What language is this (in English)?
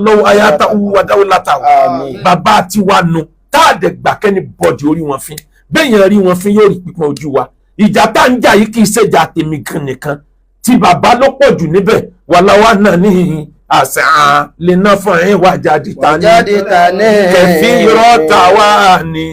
Yoruba